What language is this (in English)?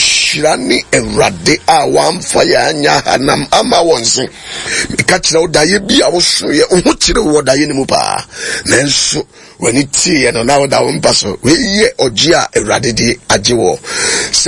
Akan